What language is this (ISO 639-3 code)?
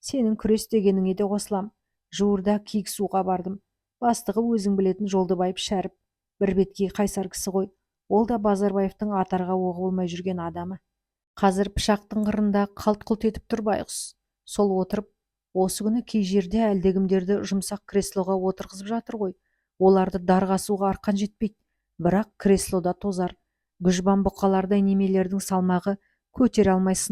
kaz